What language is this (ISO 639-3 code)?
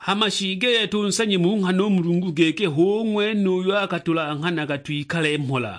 suk